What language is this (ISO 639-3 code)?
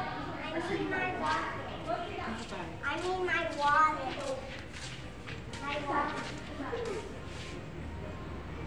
fil